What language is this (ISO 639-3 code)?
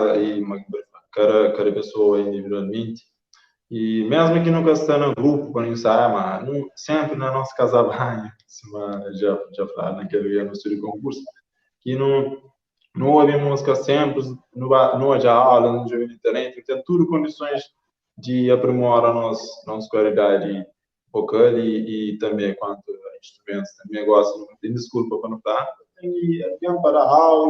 kea